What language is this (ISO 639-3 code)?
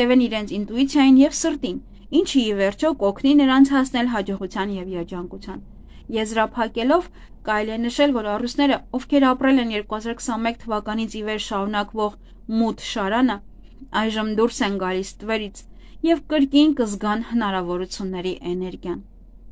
hye